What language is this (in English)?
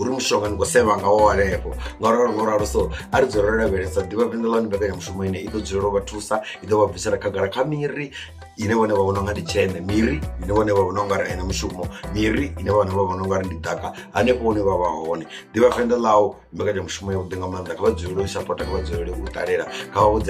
Venda